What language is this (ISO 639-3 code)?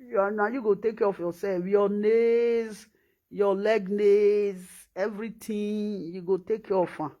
pcm